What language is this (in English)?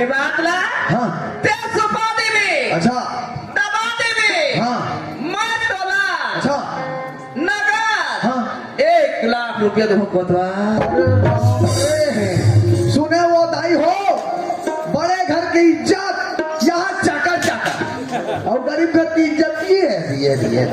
Chhattisgarhi